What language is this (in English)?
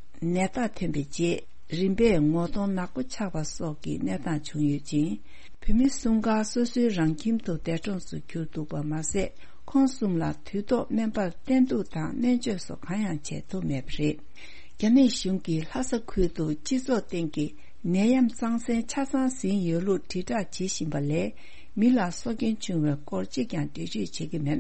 Tibetan